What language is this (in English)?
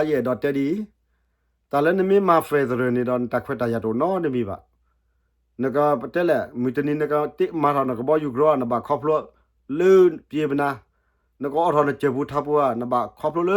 S'gaw Karen